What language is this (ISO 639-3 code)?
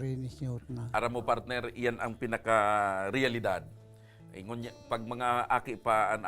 bik